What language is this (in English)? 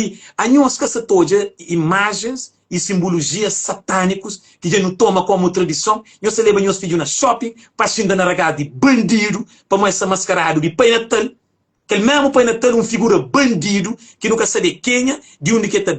Kabuverdianu